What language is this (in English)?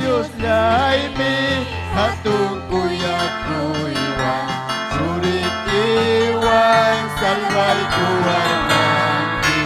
Ayacucho Quechua